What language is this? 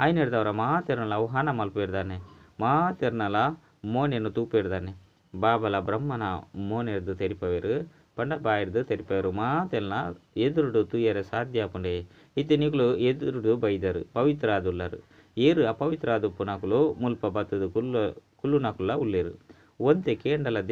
Tulu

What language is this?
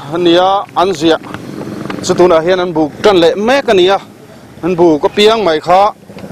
Mizo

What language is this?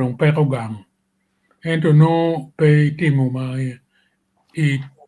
Acoli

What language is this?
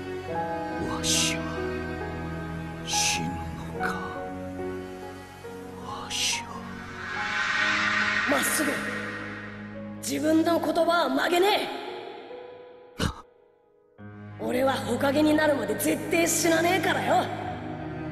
Japanese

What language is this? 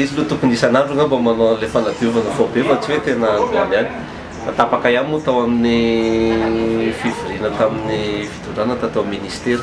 Malagasy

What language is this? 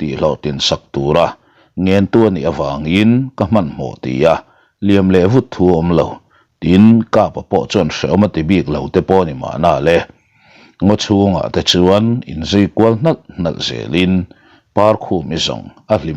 Mizo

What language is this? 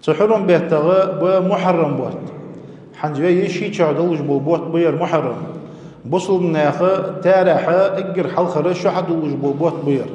Ingush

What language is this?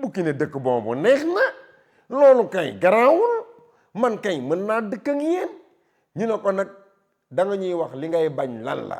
Wolof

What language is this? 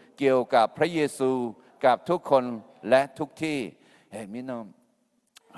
Akha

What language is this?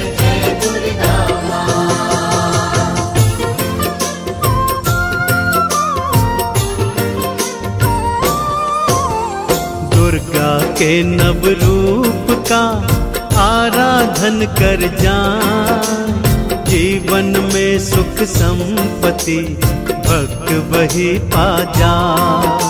Hindi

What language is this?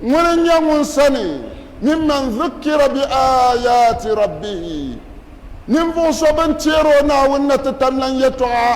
Dagbani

